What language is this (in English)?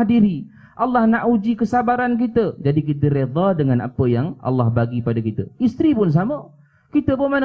Malay